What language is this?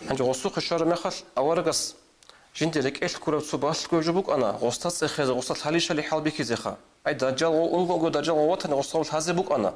Avaric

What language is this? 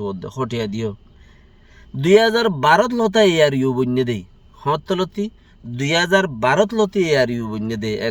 Rohingya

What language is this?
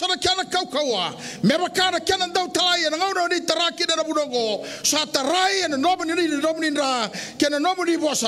Fijian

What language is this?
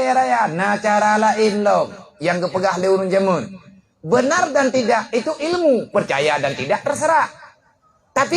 Achinese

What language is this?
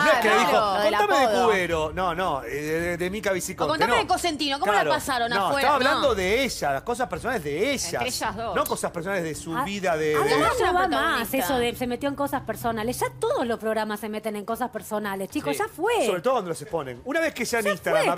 Spanish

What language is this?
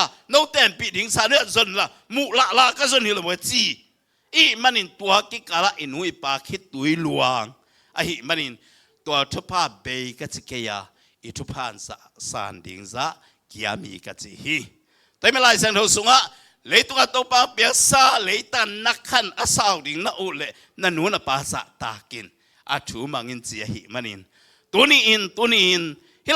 Tedim Chin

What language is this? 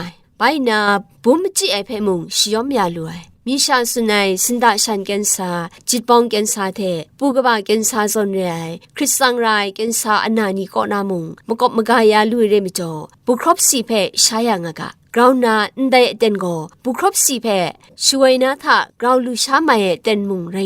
Kachin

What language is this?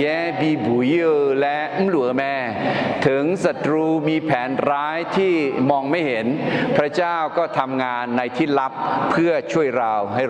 Akha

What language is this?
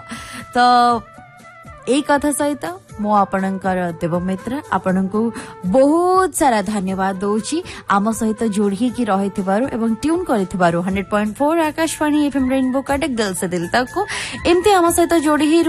Odia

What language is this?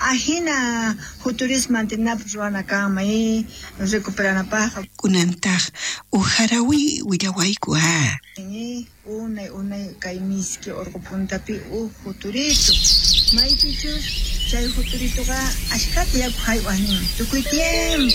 South Bolivian Quechua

